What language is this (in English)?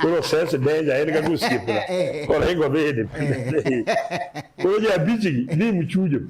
Luo (Kenya and Tanzania)